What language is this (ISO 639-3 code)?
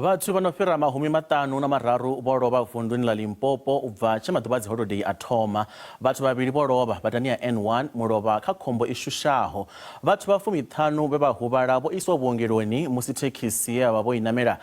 ven